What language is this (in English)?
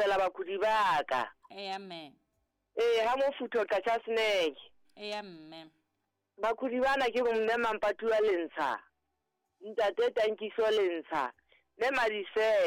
Southern Sotho